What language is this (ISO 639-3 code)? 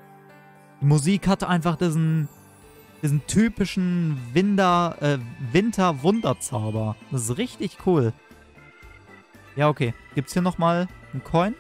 deu